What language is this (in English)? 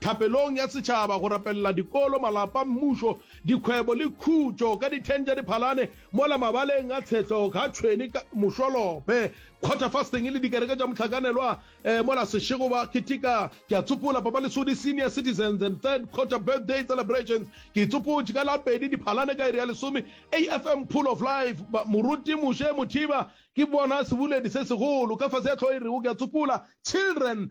Northern Sotho